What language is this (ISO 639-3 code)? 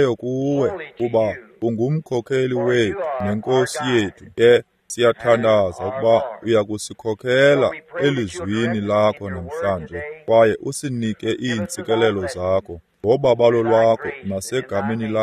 xho